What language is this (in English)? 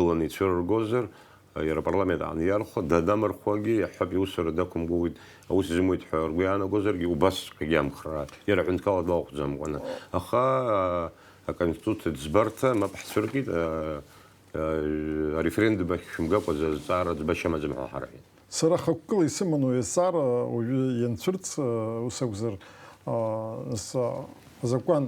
Abkhazian